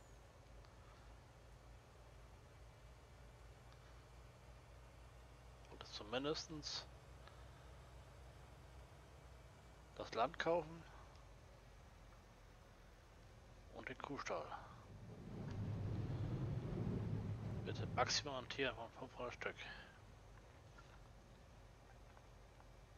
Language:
German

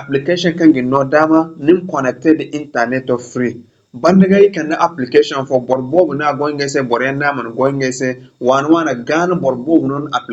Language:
Zarma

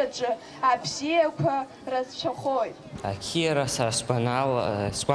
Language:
Abkhazian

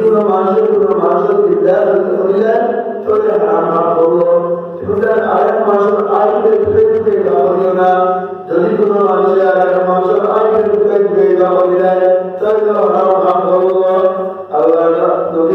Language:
Sylheti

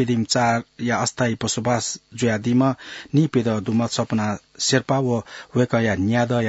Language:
Newari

